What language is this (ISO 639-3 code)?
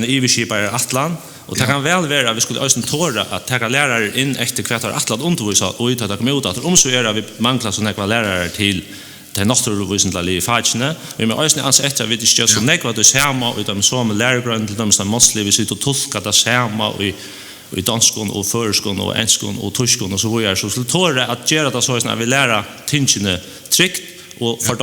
fao